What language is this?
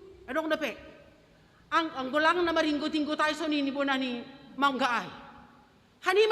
Batak Simalungun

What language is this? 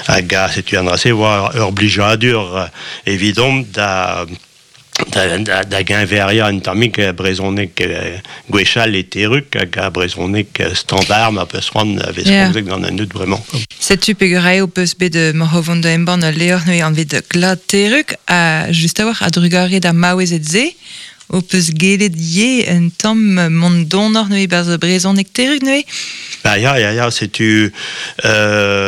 Breton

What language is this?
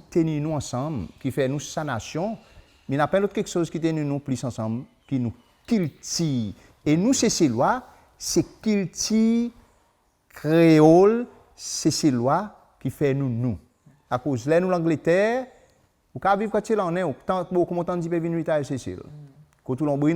Seselwa Creole French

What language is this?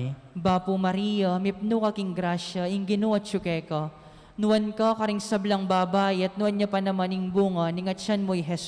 Pampanga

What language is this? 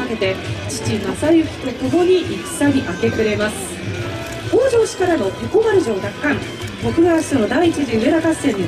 Japanese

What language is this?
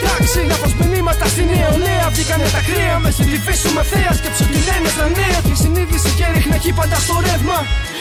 Greek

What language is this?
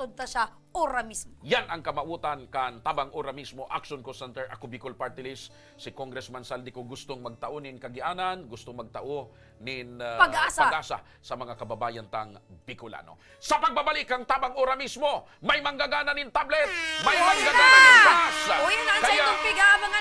Bikol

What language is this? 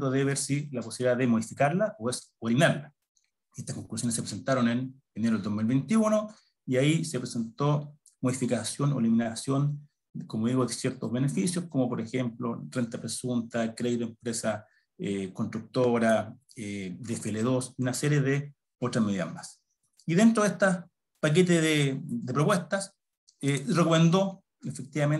Spanish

